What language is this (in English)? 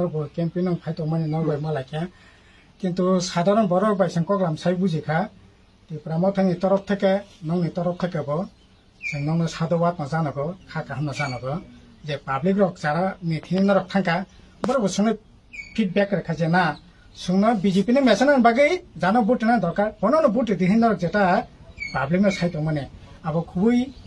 Riang (India)